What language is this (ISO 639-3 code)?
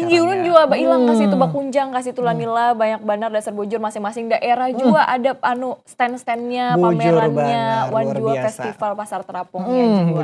bjn